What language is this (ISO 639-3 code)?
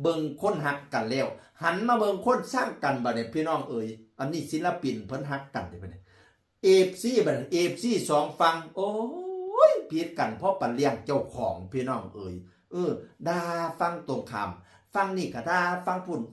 tts